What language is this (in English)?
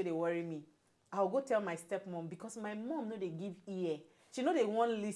Nigerian Pidgin